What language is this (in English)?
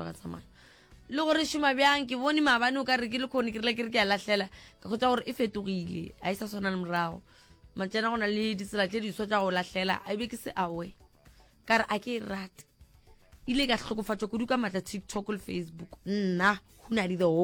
Northern Sotho